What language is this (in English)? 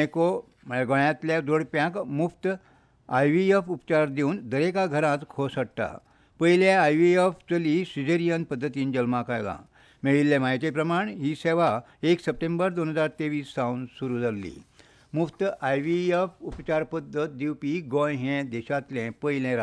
Konkani